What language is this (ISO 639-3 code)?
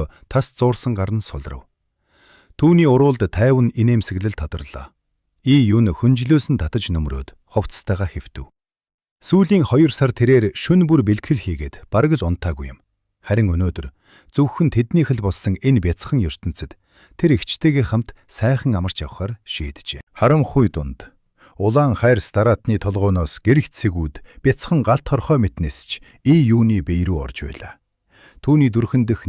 mon